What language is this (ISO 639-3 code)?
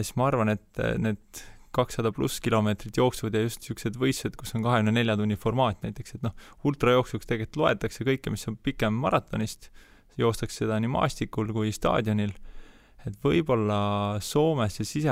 est